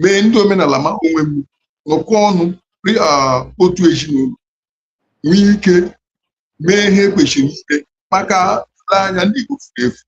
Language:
Igbo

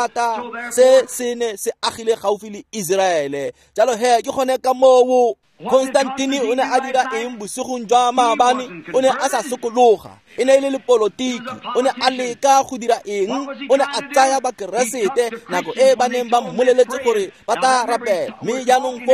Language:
Tswana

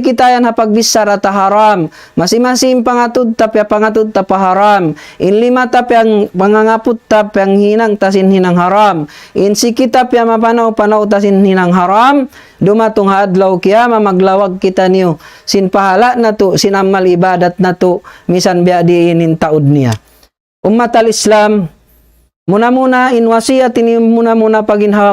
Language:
Tausug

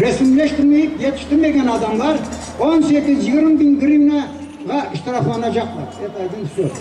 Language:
Crimean Tatar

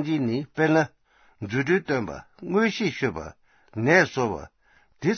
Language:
Tibetan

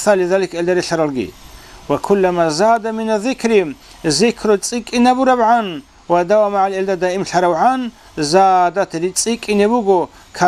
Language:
Avaric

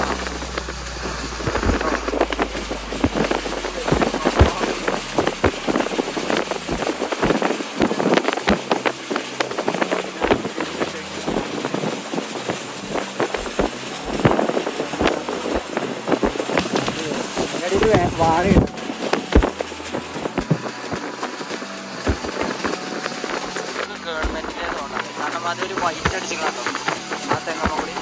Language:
Malayalam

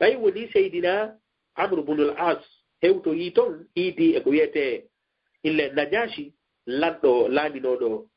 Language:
Fula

